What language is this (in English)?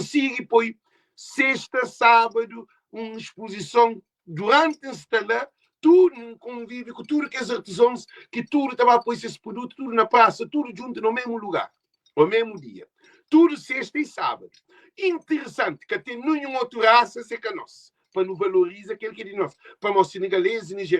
Kabuverdianu